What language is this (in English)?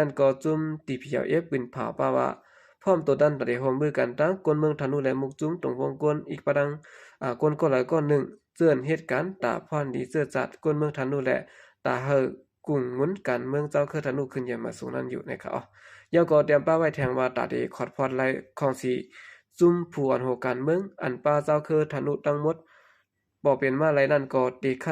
Shan